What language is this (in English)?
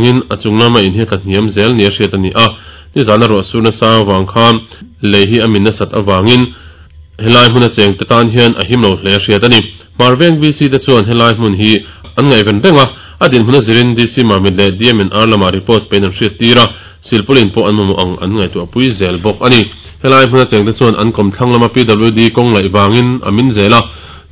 Mizo